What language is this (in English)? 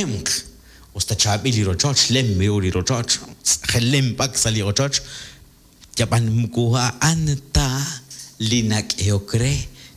Kekchí